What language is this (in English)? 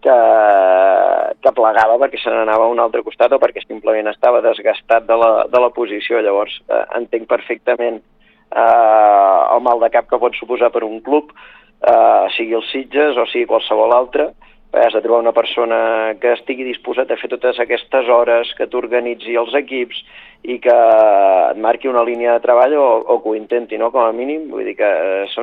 Catalan